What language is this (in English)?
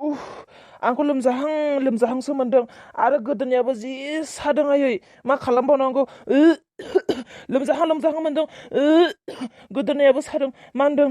Bodo